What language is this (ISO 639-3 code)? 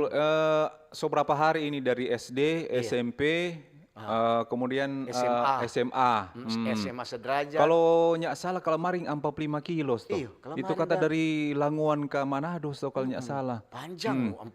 xmm